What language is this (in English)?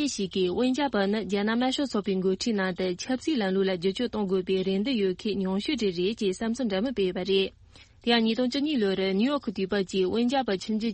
Tibetan